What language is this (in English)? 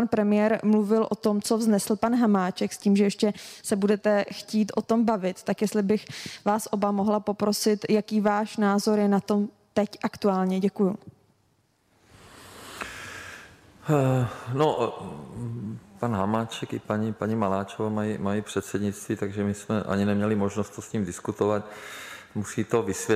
Czech